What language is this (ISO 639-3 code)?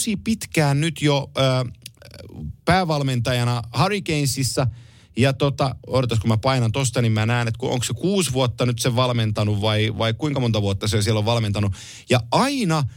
fin